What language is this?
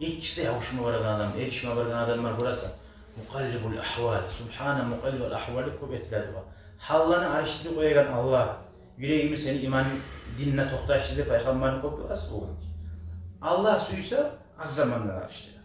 Kumyk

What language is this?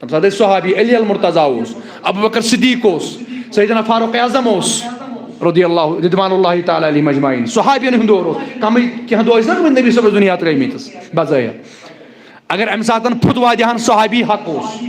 Kashmiri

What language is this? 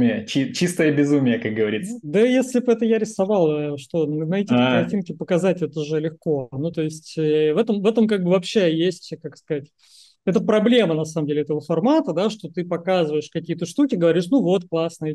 Russian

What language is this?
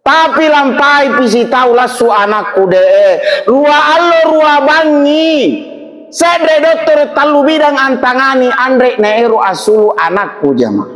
Makasar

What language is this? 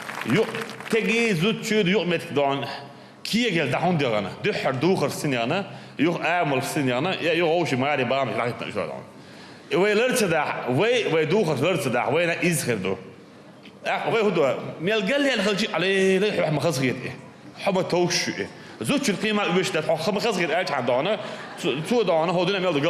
Chechen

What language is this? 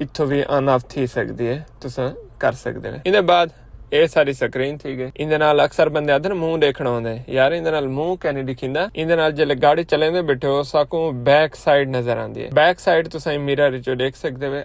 Saraiki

